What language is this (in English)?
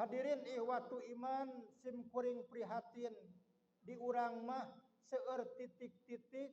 Sundanese